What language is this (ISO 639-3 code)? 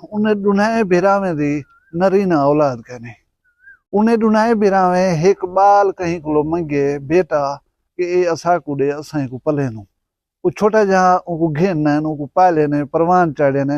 skr